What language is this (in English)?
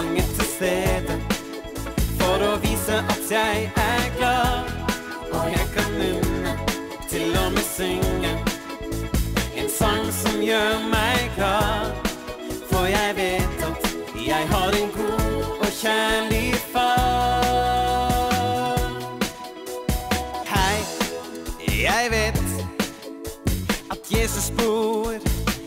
Norwegian